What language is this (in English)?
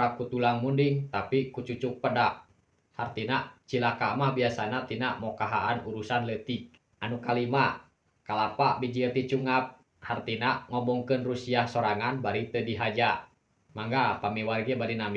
Sundanese